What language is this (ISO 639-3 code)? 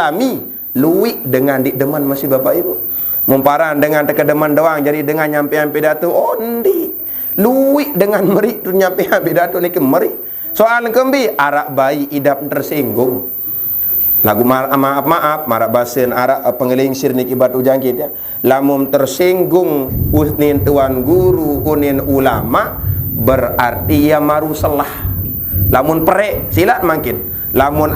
sas